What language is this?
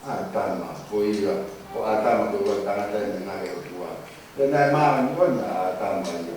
Tongan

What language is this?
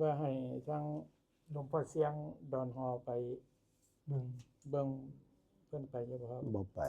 Northeastern Thai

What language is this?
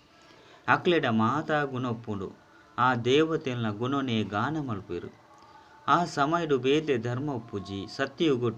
Tulu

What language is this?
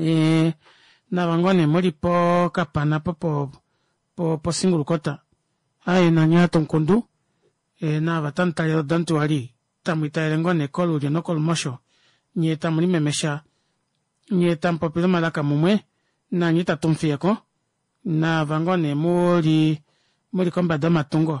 Kuanyama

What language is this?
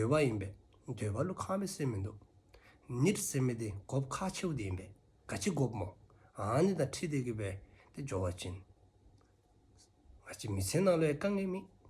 Dzongkha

